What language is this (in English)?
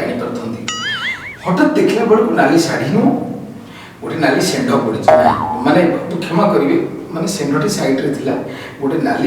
Odia